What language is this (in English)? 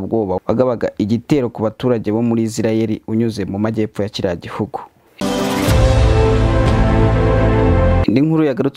Kinyarwanda